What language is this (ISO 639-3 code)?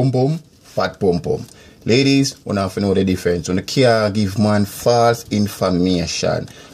jam